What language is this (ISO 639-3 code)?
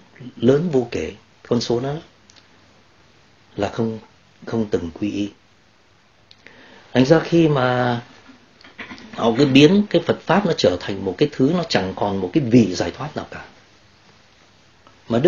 vie